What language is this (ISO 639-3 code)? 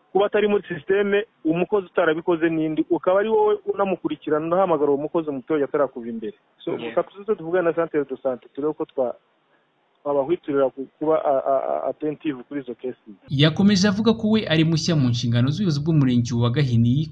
kin